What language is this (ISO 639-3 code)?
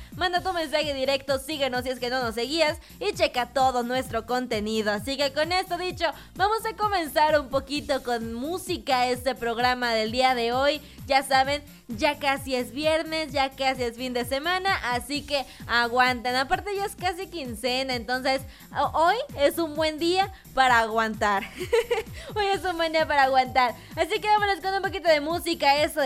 spa